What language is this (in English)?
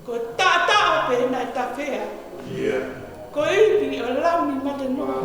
Tongan